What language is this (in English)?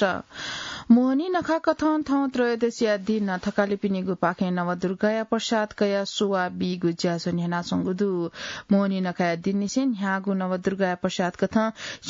Newari